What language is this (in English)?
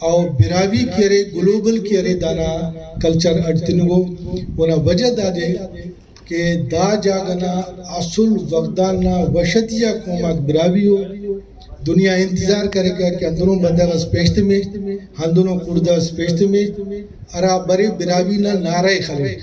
Brahui